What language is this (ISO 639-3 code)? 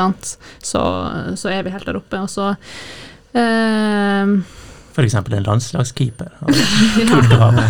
nor